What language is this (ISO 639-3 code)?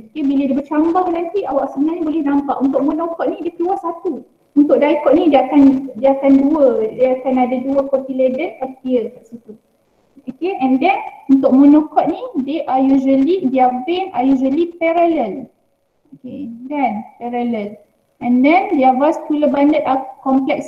msa